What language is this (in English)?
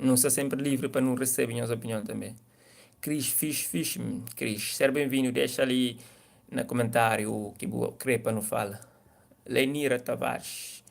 Kabuverdianu